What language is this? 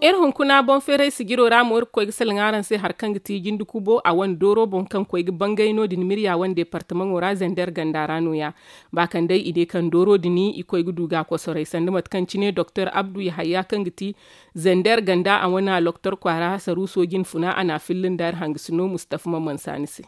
Zarma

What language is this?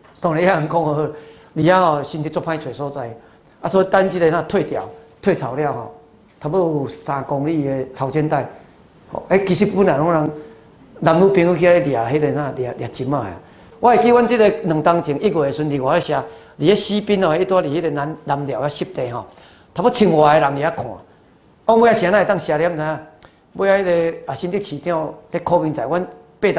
Min Nan Chinese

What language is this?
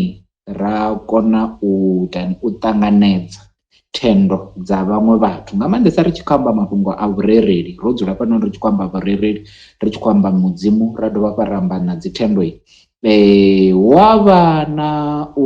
Venda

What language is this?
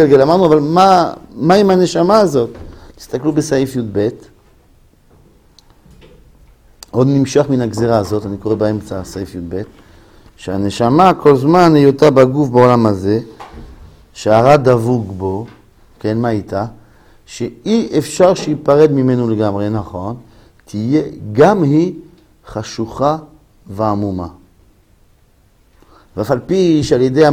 Hebrew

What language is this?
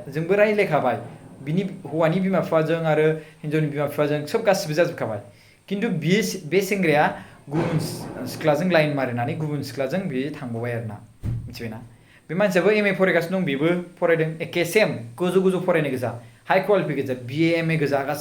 Bodo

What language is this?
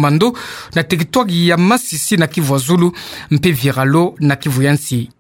Kituba (Democratic Republic of Congo)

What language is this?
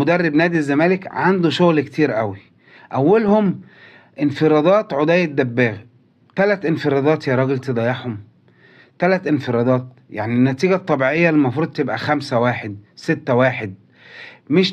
Egyptian Arabic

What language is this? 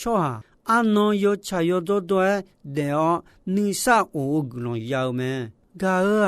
Akha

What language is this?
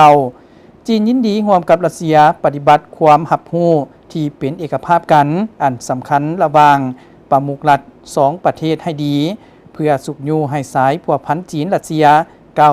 Lao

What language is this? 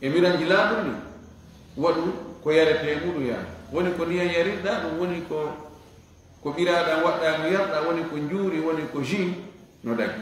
Fula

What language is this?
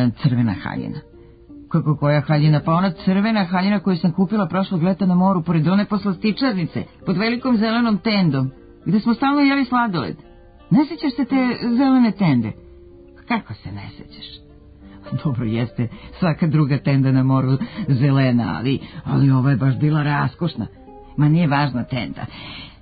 Serbian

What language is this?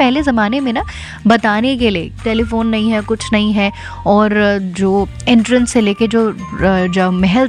Hindi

